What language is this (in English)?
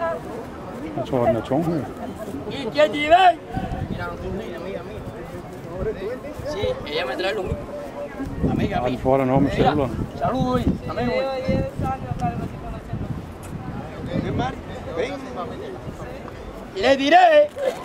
Danish